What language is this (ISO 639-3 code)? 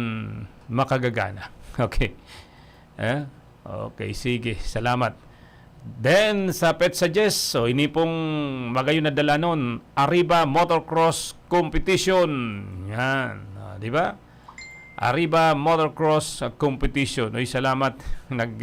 bik